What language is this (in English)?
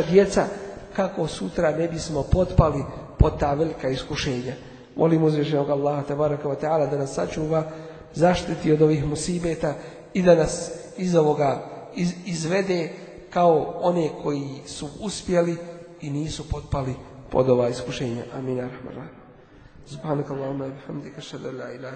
Bosnian